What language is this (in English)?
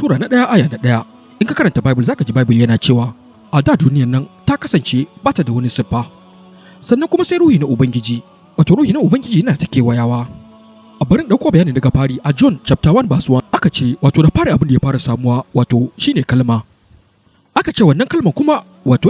Hausa